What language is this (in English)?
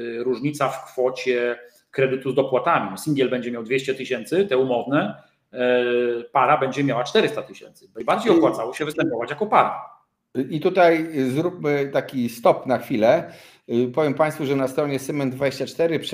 Polish